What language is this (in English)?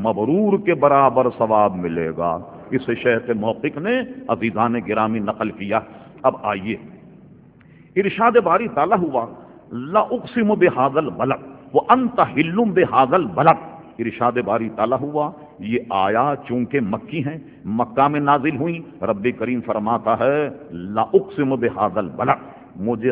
Urdu